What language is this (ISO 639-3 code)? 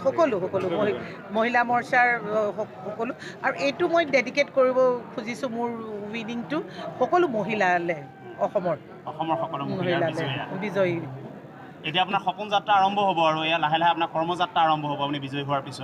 asm